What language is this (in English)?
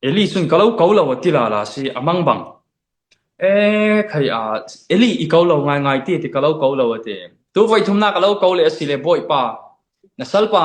Falam Chin